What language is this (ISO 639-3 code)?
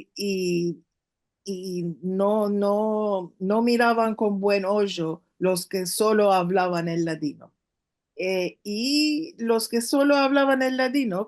lad